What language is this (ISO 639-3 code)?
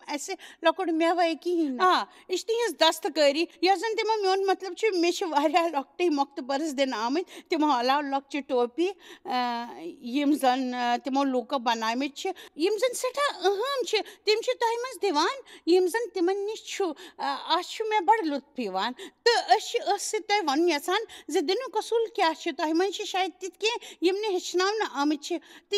kas